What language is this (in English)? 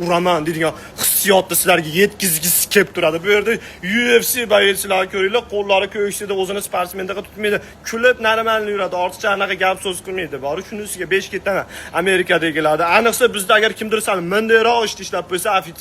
Uzbek